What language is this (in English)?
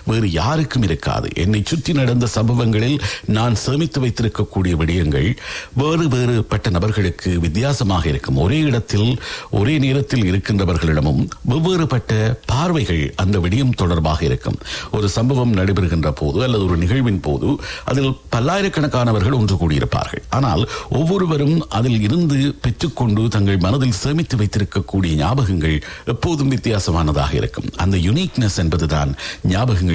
Tamil